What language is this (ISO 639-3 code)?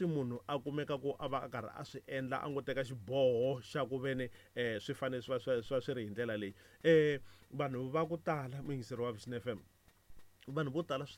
tso